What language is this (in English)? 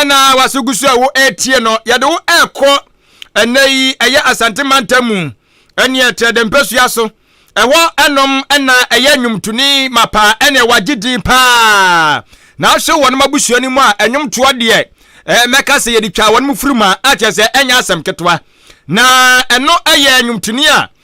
Akan